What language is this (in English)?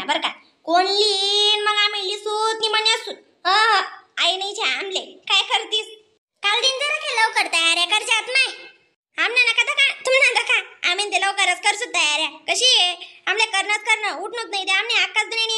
Khandesi